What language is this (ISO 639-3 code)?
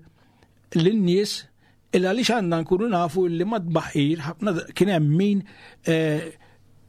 mlt